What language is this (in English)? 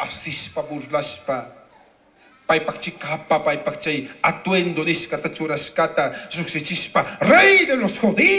Chimborazo Highland Quichua